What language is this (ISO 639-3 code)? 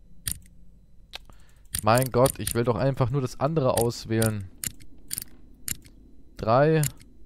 deu